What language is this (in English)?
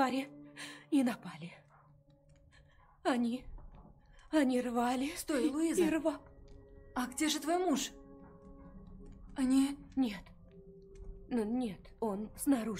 Russian